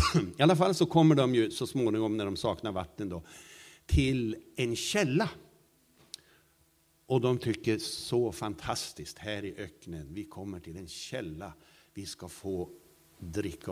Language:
Swedish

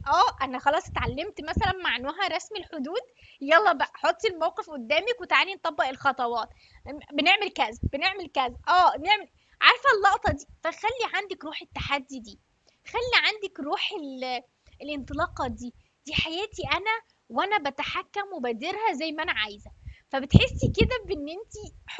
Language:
Egyptian Arabic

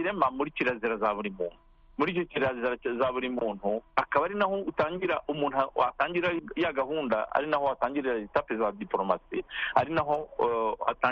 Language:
Kinyarwanda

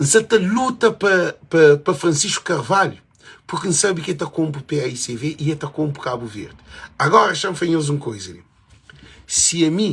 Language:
Kabuverdianu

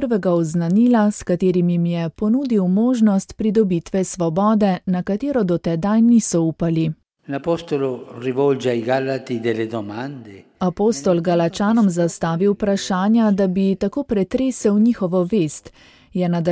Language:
Slovenian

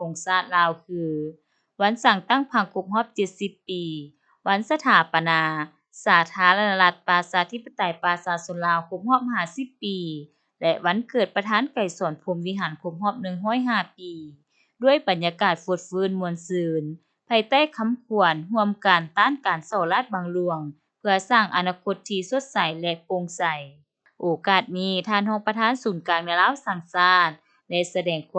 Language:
Lao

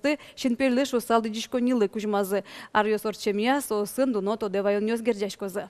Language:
Udmurt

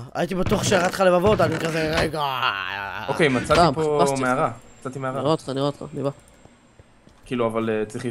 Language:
Hebrew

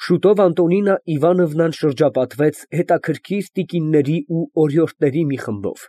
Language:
Armenian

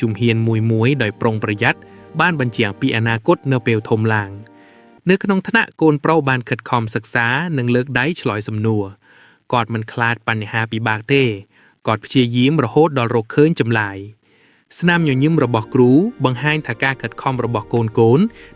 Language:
Khmer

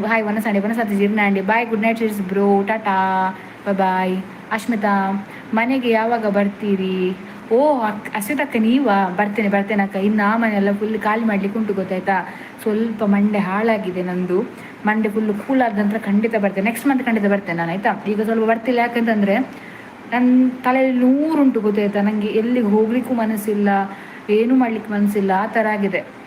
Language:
Tulu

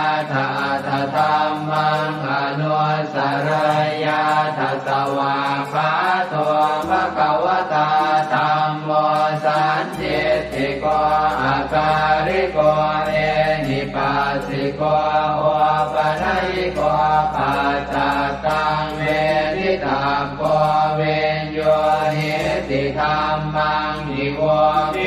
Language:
Pali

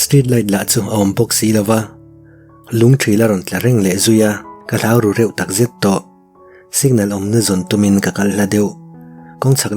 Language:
Mizo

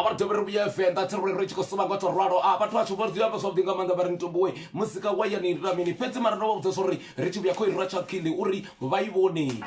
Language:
Venda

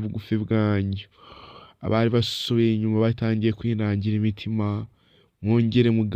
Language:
Kinyarwanda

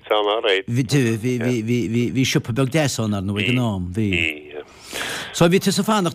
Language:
Irish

